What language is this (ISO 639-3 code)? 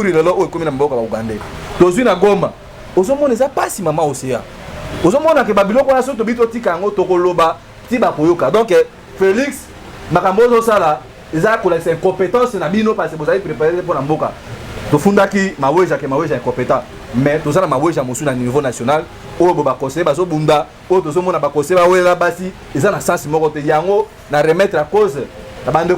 lin